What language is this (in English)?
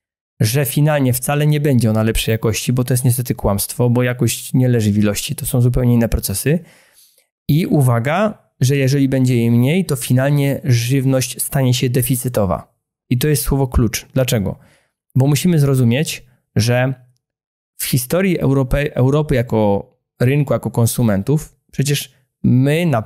Polish